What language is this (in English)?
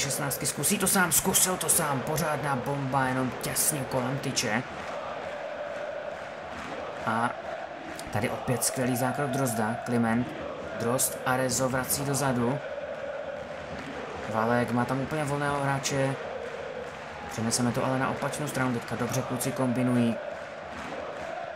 Czech